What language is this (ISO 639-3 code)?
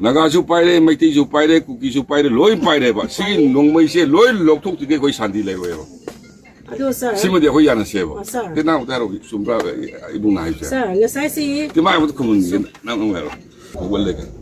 mni